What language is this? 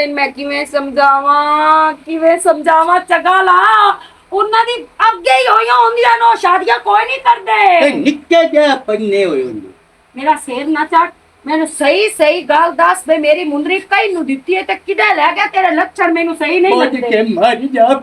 Western Panjabi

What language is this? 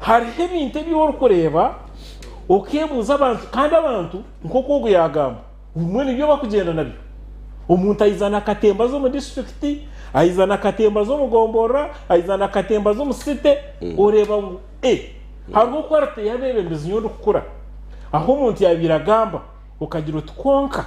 Nyankole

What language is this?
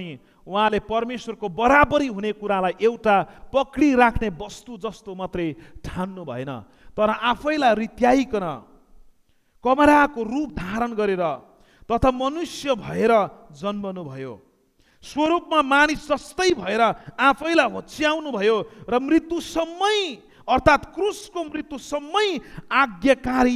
Nepali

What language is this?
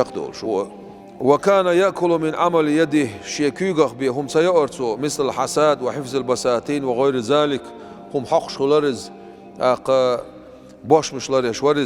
Chechen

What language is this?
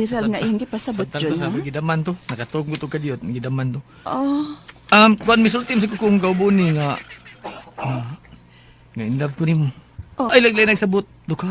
Cebuano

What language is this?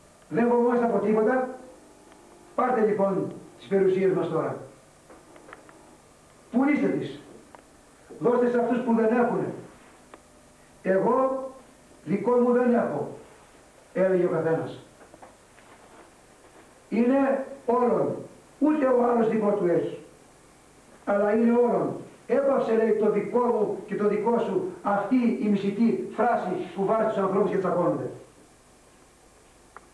Greek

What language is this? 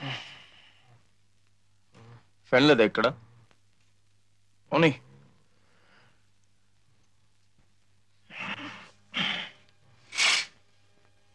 Telugu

